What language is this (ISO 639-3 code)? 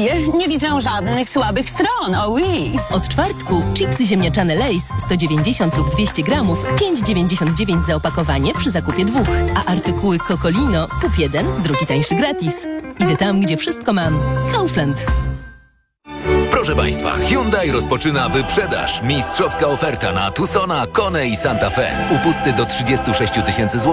pol